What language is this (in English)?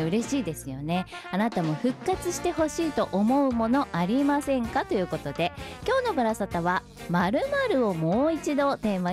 Japanese